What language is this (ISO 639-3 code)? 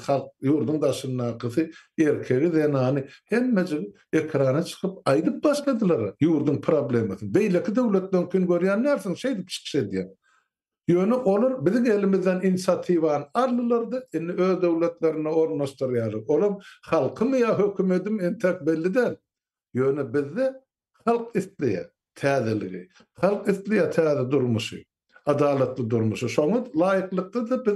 tuk